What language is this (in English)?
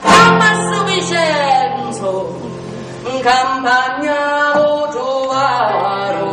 Sicilian